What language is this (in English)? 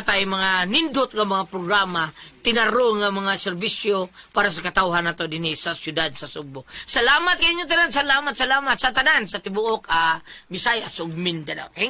Cebuano